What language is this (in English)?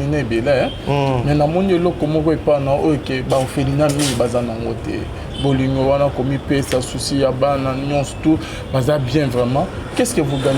Lingala